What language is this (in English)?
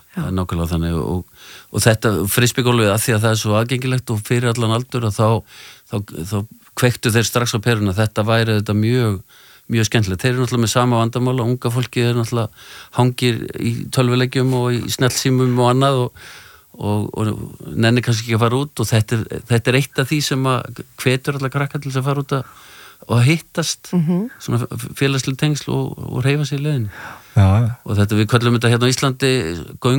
Icelandic